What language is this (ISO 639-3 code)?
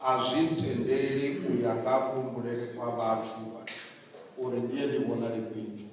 ven